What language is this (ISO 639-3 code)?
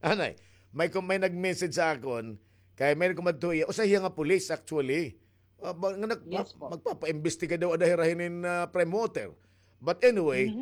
war